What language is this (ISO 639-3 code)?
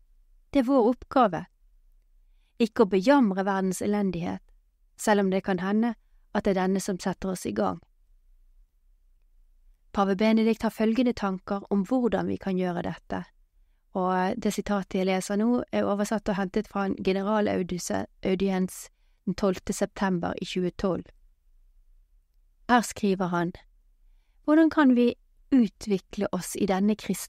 nor